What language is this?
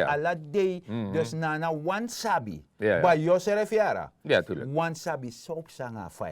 Sranan Tongo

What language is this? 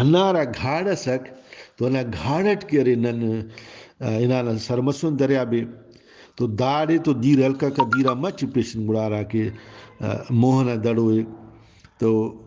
Brahui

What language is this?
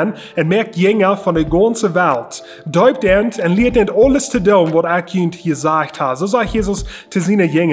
Plautdietsch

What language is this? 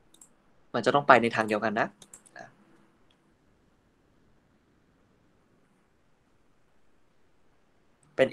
Thai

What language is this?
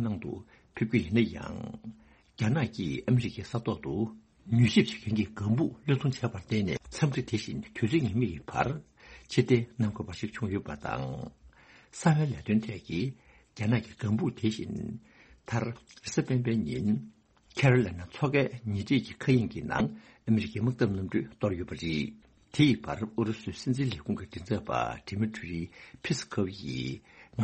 Tibetan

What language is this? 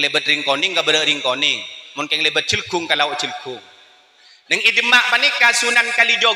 Madurese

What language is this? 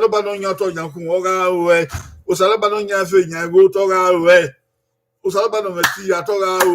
Bini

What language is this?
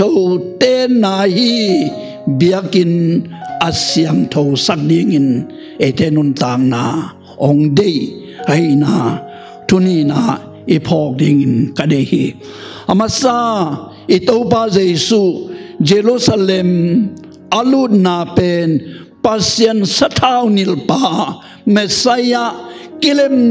Tedim Chin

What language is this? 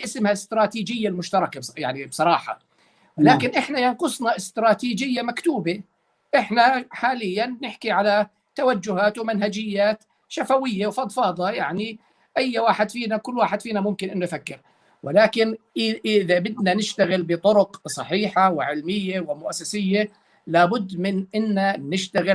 North Levantine Arabic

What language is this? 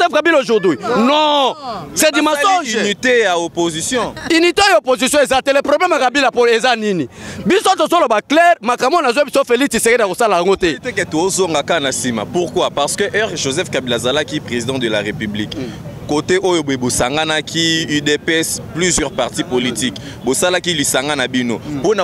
Lingala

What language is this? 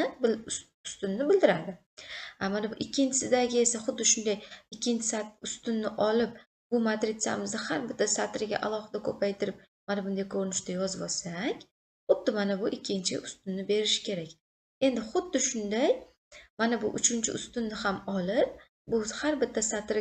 Uzbek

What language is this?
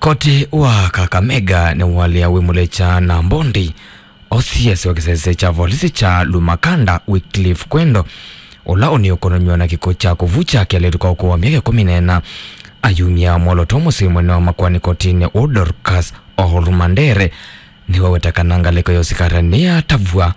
Kamba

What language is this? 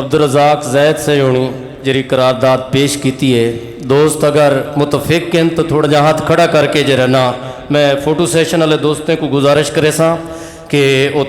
Saraiki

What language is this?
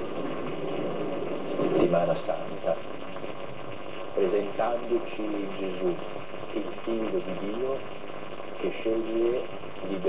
Italian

